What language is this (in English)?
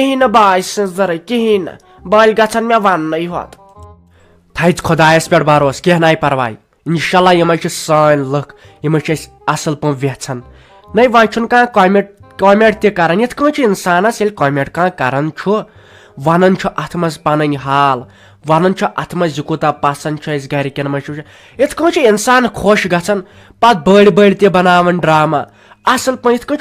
Kashmiri